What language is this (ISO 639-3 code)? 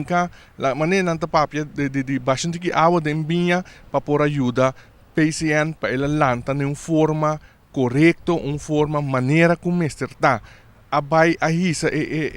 pap